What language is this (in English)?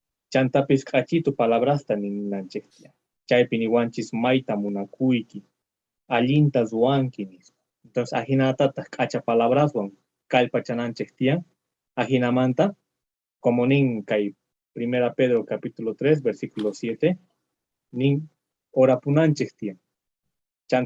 South Bolivian Quechua